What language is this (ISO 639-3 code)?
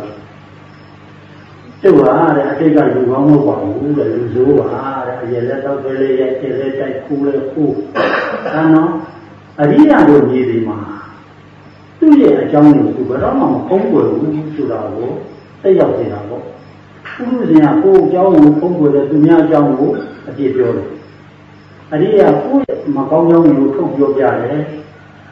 mya